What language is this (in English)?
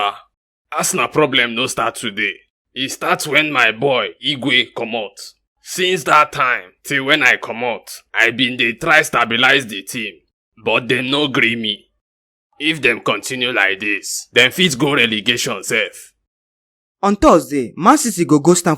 Nigerian Pidgin